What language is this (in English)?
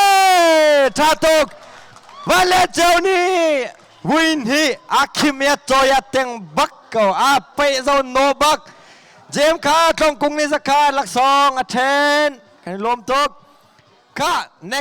Hakha Chin